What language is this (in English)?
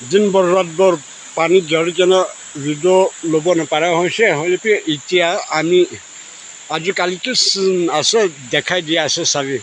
Naga Pidgin